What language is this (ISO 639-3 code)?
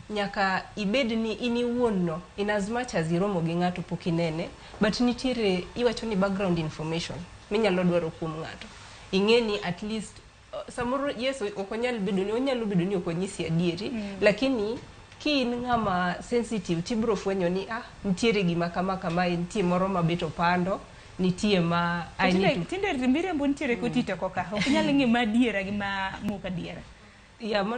luo